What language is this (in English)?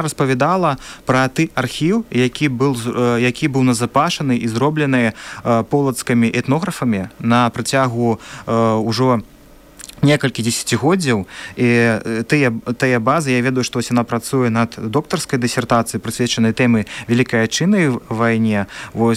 Belarusian